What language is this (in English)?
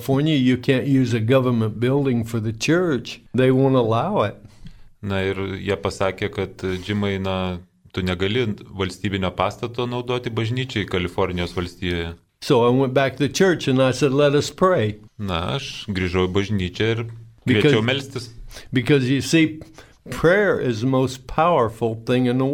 Lithuanian